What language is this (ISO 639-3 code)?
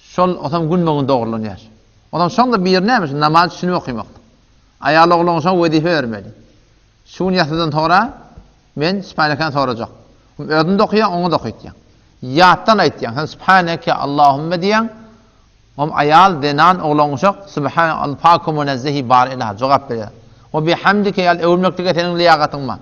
tuk